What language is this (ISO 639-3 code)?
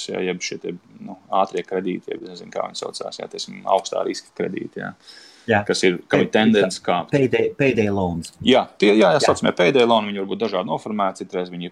lav